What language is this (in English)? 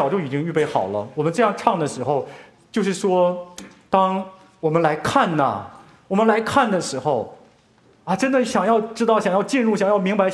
Chinese